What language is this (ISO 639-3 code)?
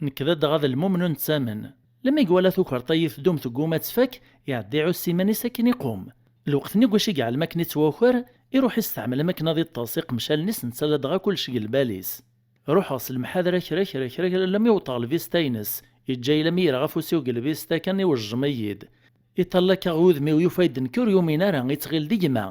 kab